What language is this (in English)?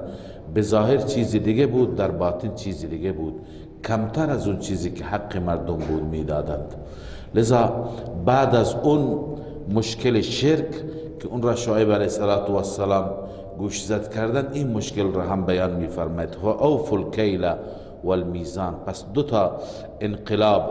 Persian